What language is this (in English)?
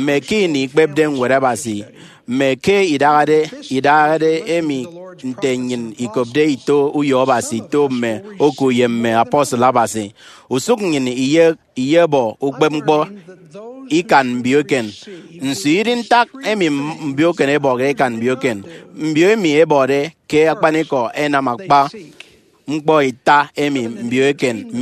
Efik